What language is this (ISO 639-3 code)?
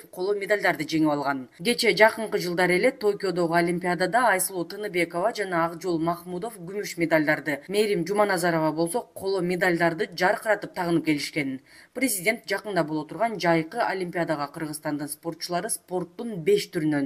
kir